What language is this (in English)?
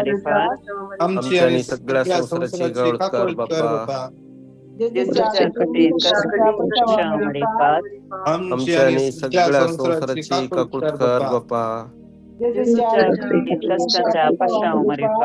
Konkani